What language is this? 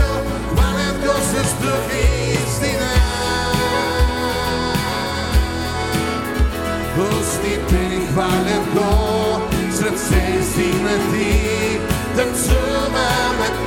Bulgarian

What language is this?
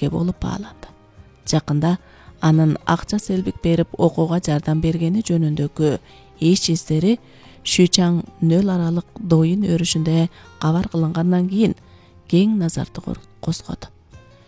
Kyrgyz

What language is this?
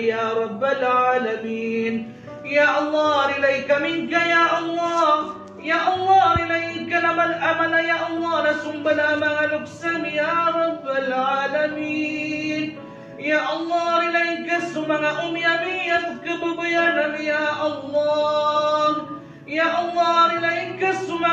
Maranao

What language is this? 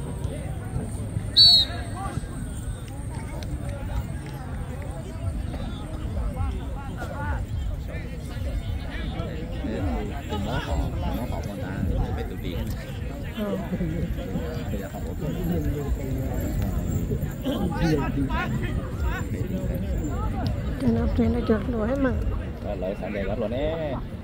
Vietnamese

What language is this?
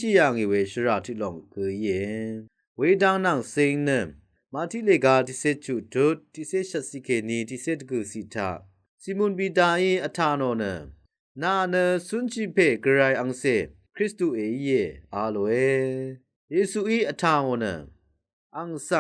Rawang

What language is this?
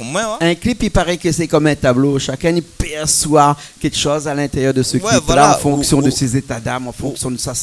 Réunion Creole French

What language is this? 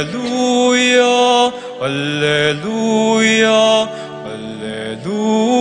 Pampanga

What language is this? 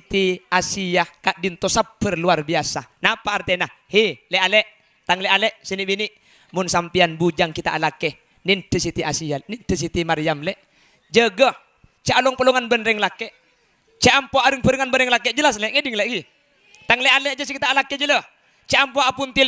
Madurese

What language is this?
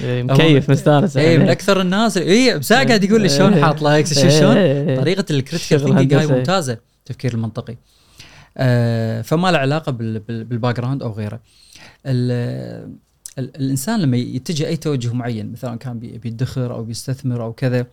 Gulf Arabic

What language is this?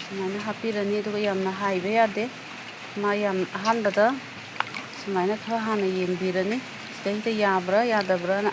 Manipuri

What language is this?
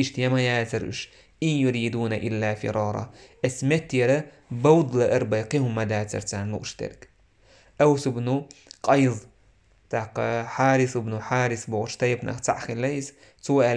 Chechen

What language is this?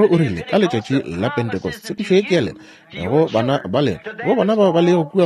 Northern Sotho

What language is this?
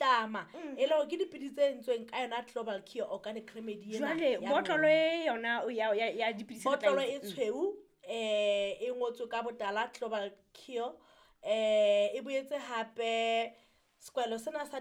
Southern Sotho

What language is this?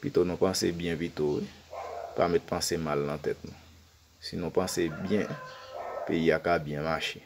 Haitian Creole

